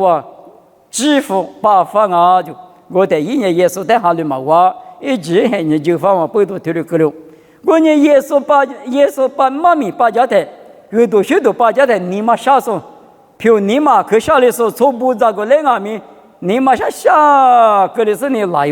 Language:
Lisu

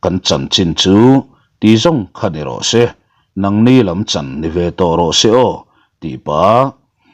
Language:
Mizo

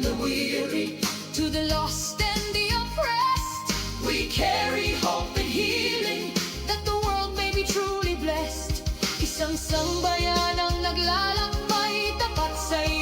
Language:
Bikol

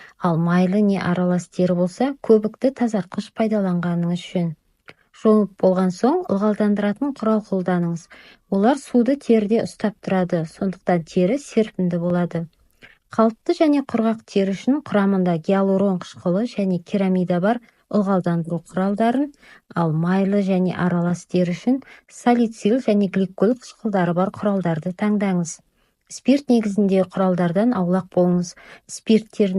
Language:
Kazakh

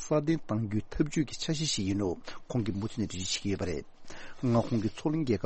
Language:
Tibetan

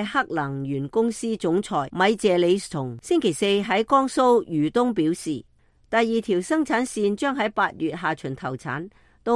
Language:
Cantonese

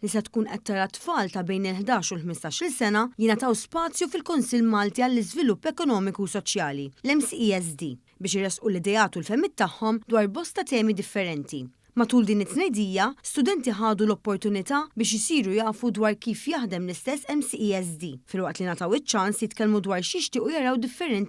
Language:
Maltese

